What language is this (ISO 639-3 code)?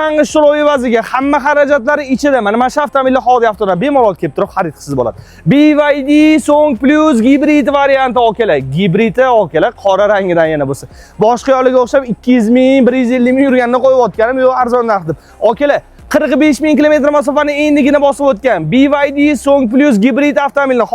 uzb